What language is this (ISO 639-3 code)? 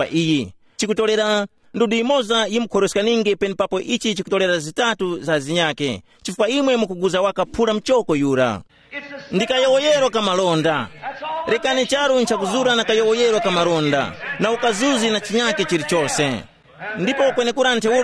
tum